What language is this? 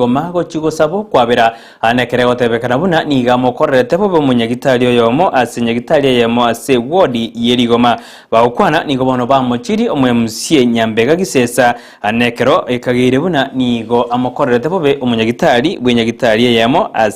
Gusii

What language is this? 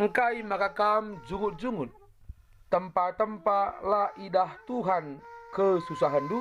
Batak Karo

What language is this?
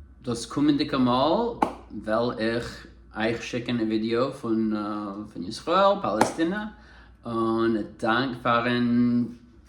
Yiddish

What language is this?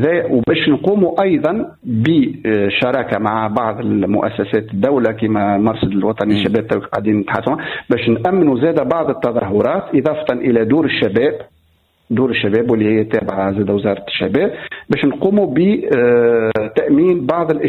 Tunisian Arabic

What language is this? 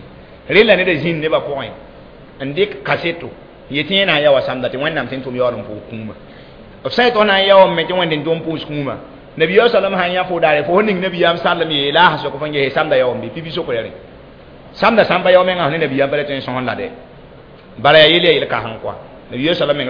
Mossi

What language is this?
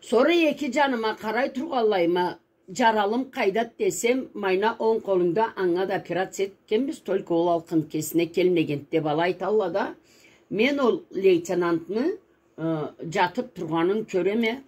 Karachay-Balkar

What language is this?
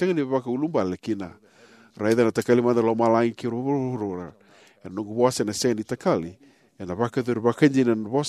Fijian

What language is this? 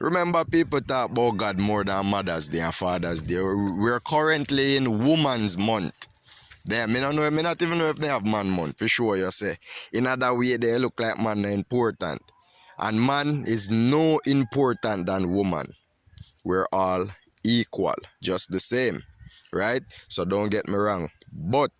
Jamaican Creole English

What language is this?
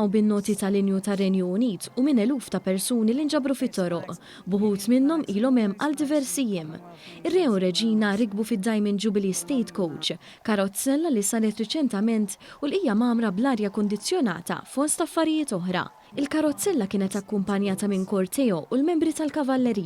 Maltese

